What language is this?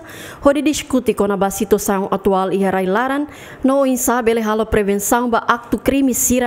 Tetum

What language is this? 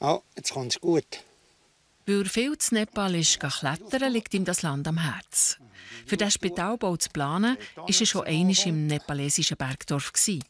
Swiss German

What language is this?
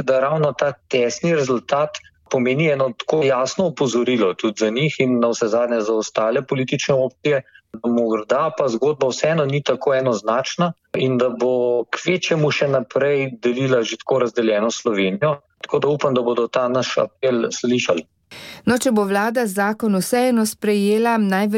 Slovenian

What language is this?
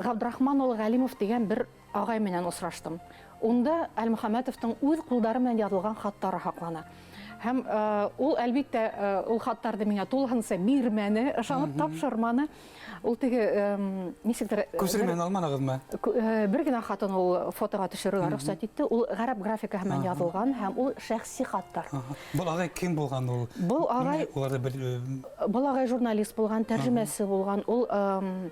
Bashkir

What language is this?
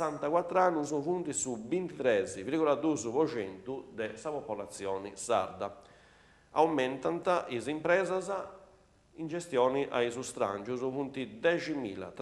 Sardinian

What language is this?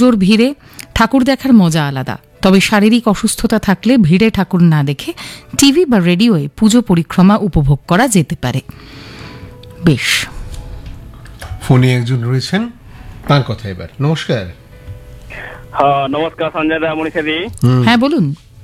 Bangla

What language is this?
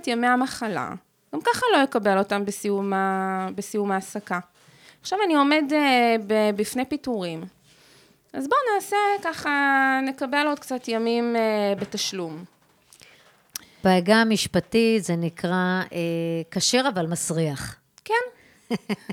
Hebrew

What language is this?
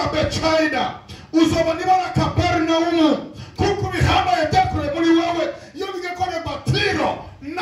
Rundi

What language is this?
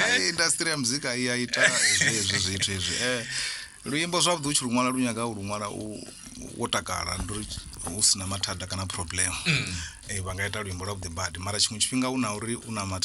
Venda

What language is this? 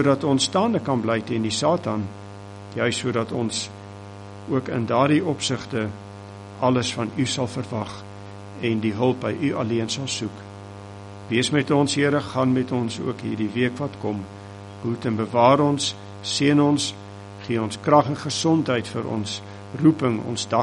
Afrikaans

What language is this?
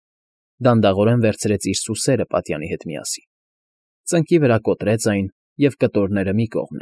Armenian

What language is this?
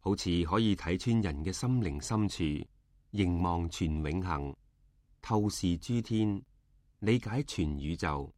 Cantonese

